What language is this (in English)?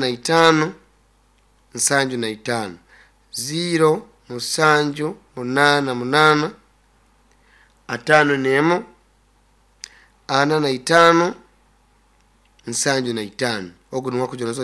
Nyoro